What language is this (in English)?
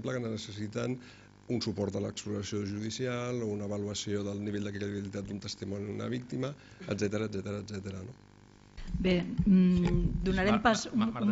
Catalan